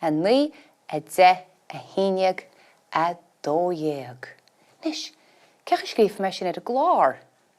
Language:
Irish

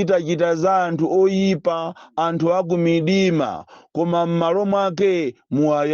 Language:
Nyanja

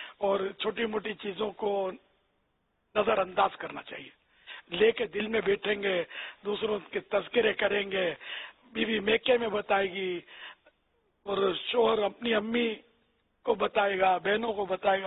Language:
Urdu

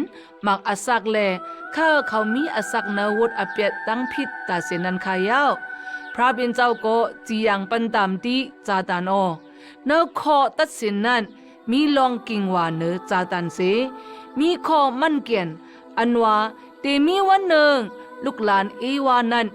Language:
Shan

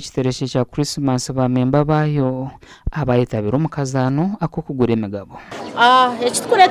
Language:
Nyankole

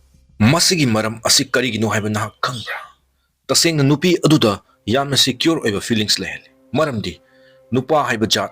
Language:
Manipuri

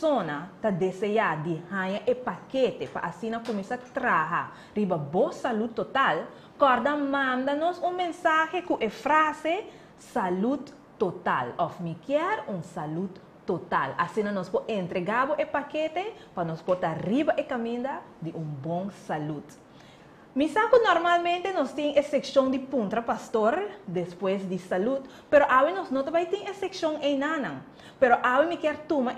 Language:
Papiamento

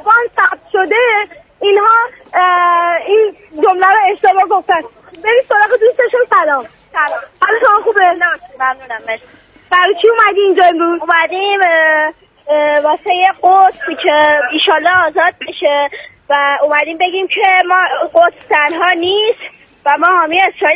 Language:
Persian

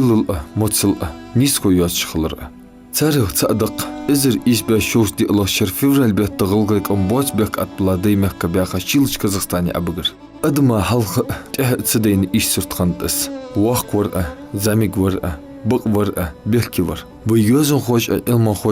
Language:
Ingush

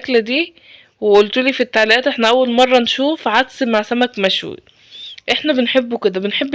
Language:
Egyptian Arabic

